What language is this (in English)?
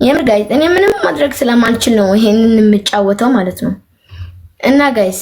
Amharic